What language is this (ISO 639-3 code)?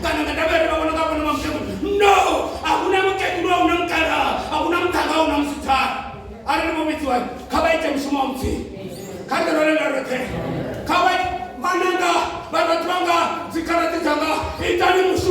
ven